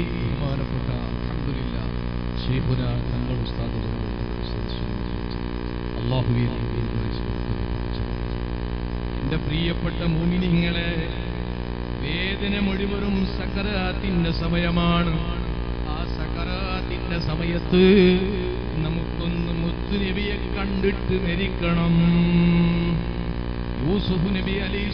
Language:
Malayalam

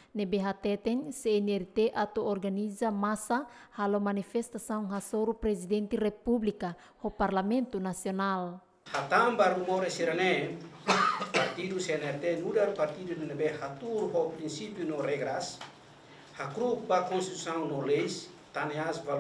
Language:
Tetum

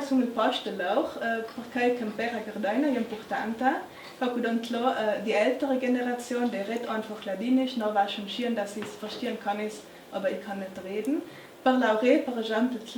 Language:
Ladin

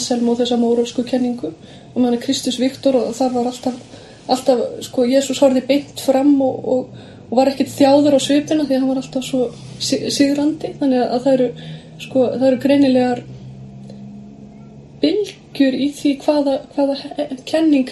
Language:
Icelandic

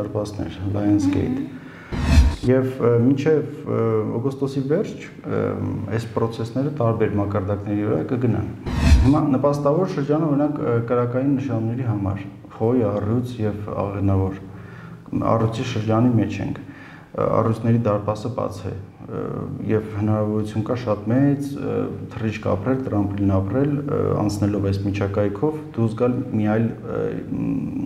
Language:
Armenian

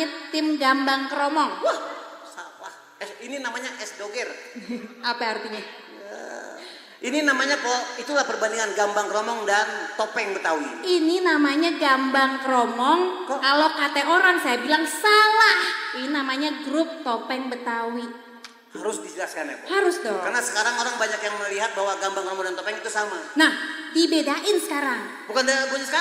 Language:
Betawi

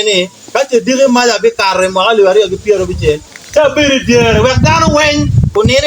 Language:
Acoli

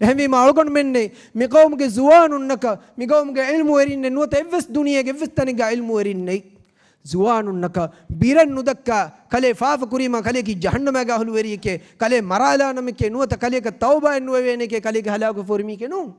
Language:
Divehi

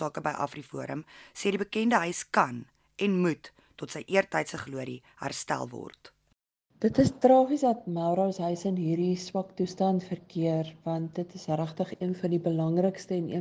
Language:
Afrikaans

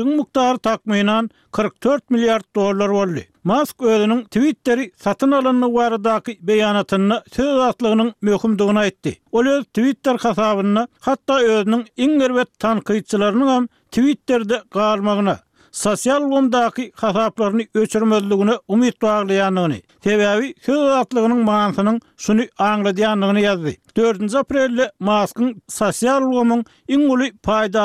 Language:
Turkmen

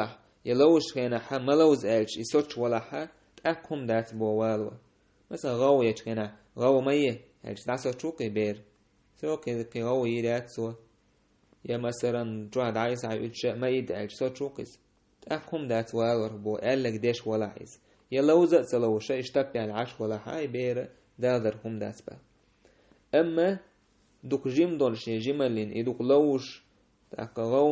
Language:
Chechen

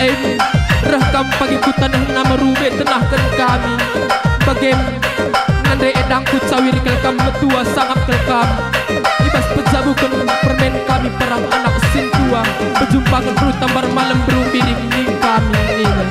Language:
Batak Karo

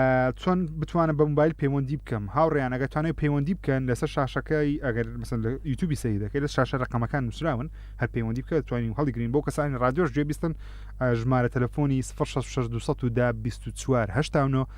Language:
Central Kurdish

